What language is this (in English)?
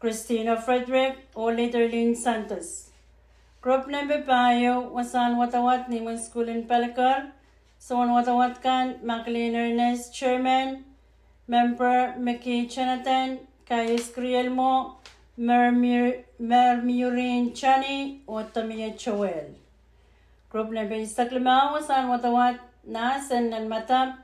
Pohnpeian